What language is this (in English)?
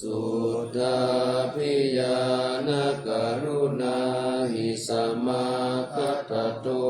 Pali